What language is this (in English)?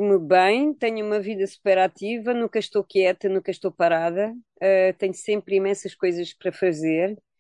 Portuguese